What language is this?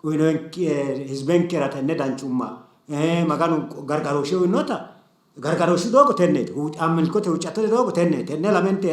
Sidamo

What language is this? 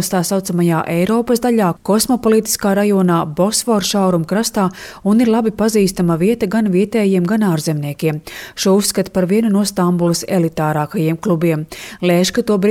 Latvian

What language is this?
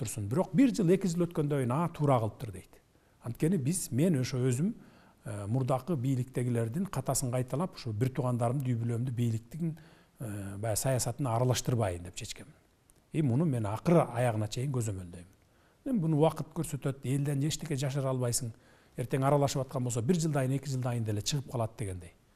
Kyrgyz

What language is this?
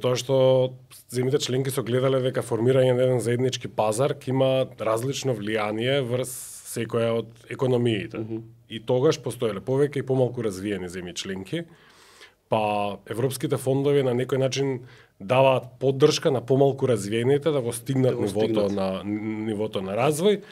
Macedonian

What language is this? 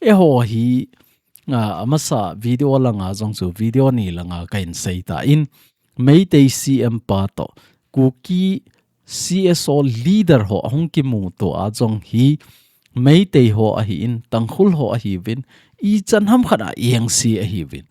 Thado Chin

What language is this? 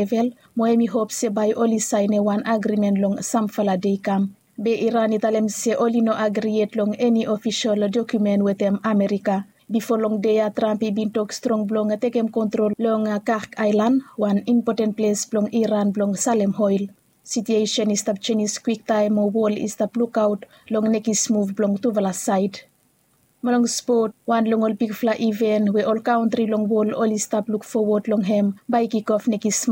Bislama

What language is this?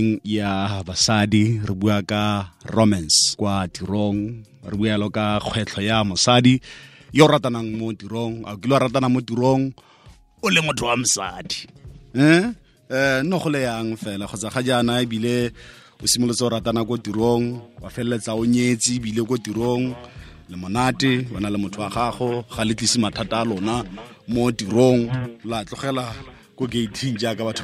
Tswana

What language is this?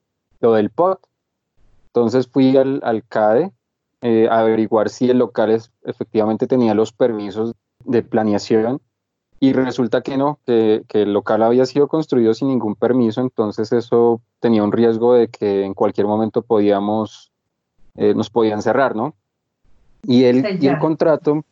Spanish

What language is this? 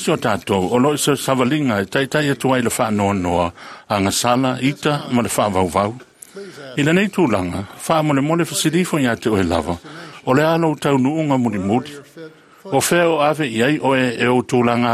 Samoan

